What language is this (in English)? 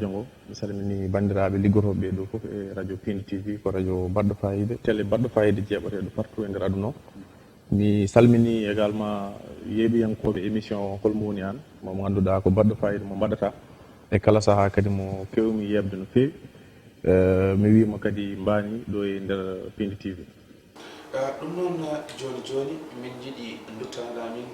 Fula